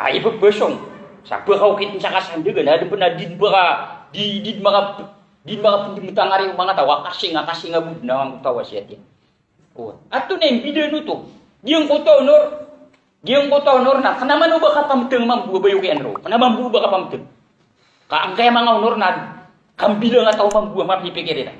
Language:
Maranao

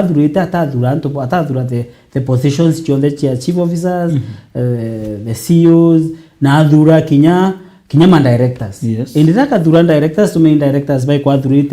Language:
Meru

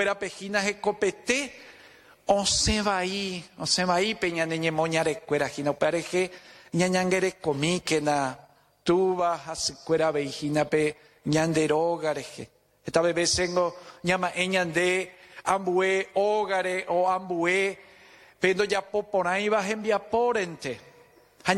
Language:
Guarani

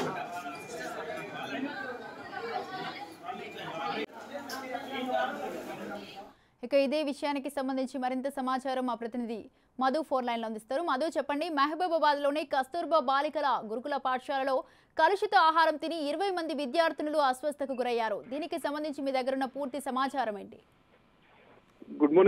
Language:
Telugu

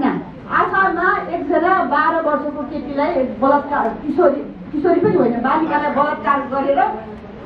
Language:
Nepali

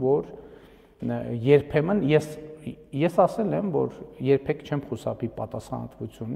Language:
Armenian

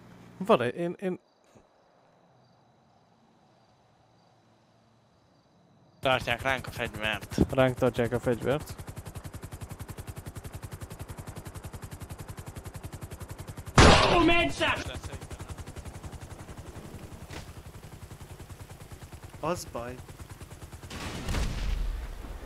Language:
Hungarian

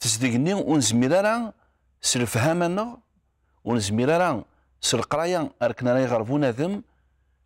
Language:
Kabyle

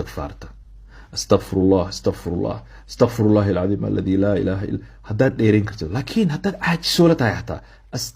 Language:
Somali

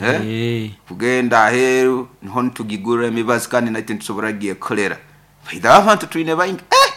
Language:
Nyoro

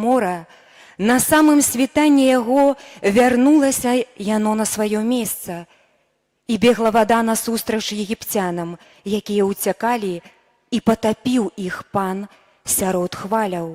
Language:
Belarusian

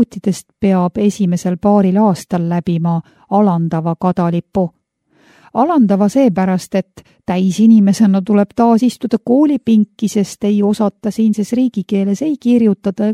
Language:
Estonian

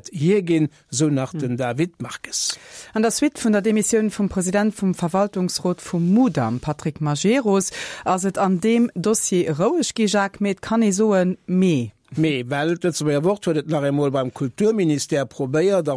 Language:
Luxembourgish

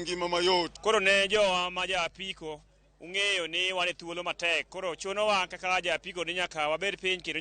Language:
Luo (Kenya and Tanzania)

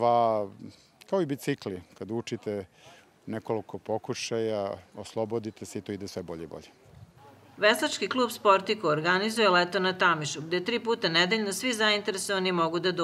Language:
Serbian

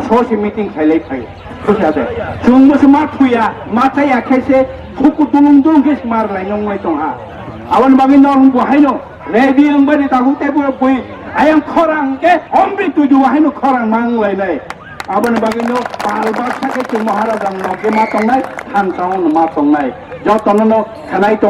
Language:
Kok Borok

